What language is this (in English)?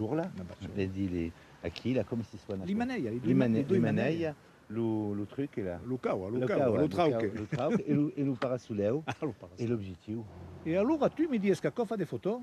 Occitan